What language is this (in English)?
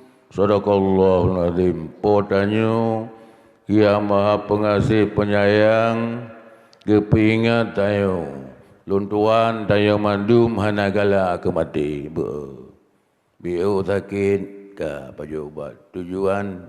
Achinese